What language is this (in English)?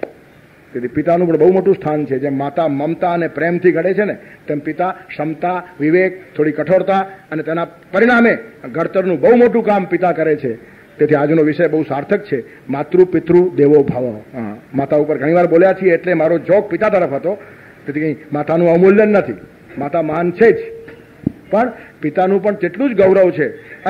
Gujarati